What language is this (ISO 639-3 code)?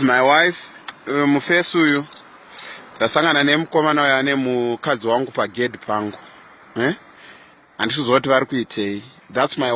sna